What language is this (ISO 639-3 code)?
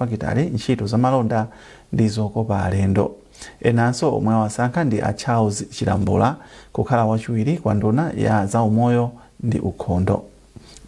nya